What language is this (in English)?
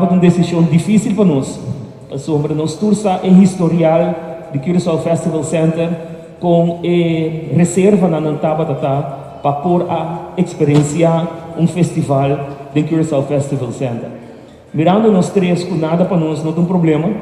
Papiamento